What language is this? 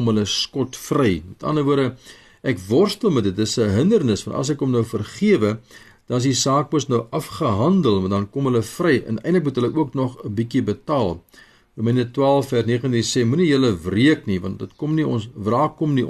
Afrikaans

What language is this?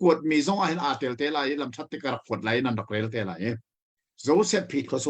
Hakha Chin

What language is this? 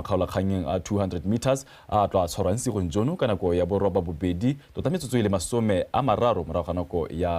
Tswana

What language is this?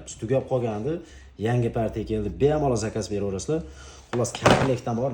Uzbek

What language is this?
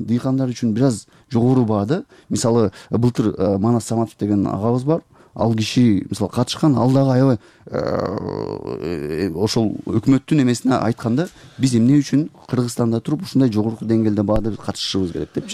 Kyrgyz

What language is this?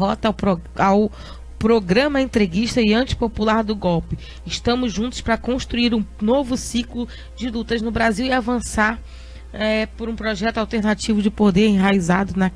Portuguese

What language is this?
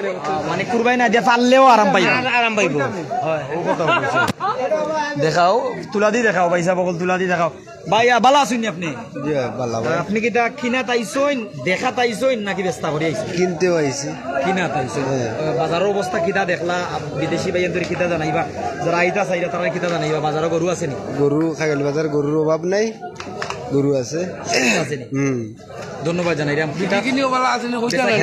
Sylheti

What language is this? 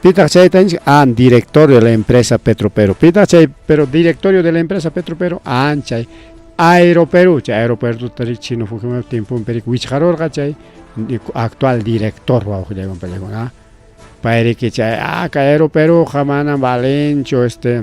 Ayacucho Quechua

